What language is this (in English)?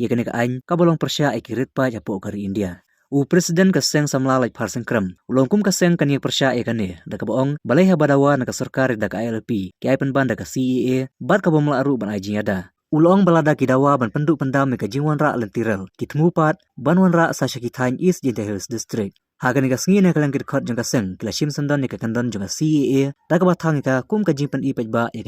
Khasi